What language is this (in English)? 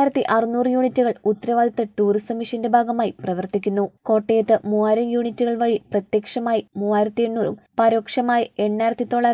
Malayalam